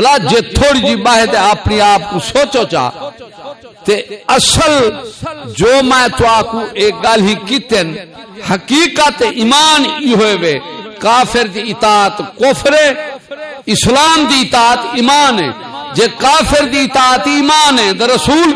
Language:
Saraiki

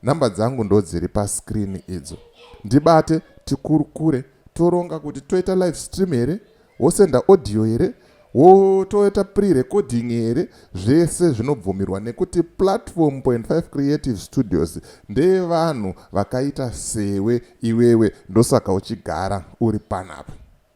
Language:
Shona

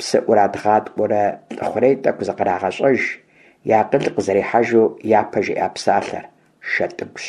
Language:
Kabardian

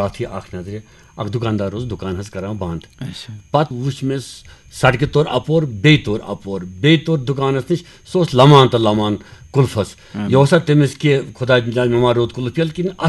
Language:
Kashmiri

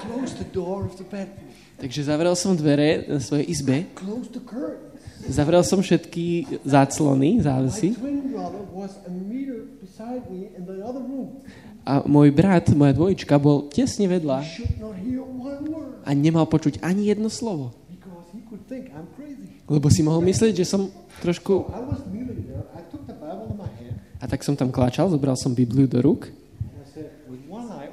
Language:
Slovak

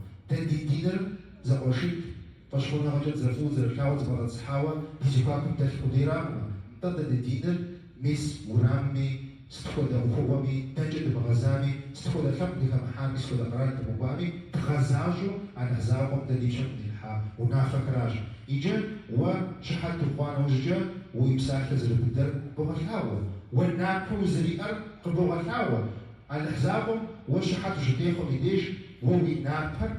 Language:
Kabardian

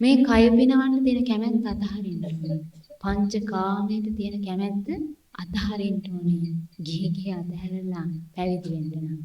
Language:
Sinhala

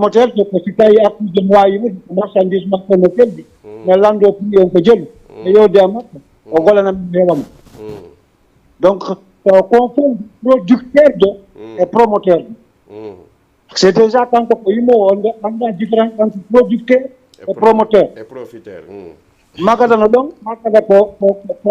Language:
Fula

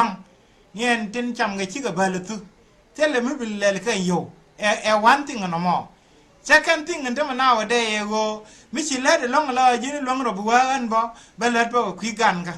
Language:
Nuer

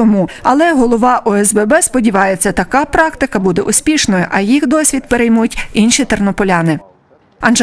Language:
Ukrainian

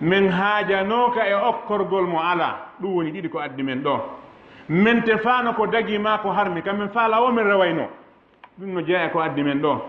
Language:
Fula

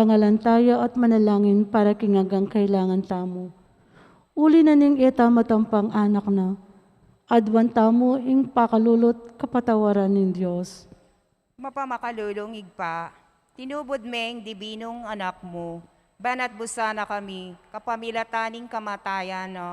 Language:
Pampanga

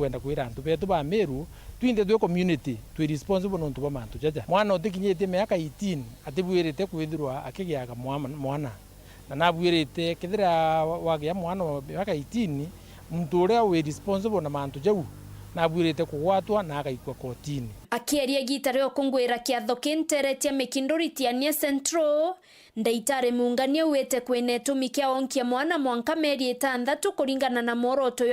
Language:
Meru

